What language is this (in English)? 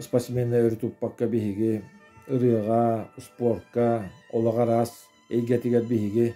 Yakut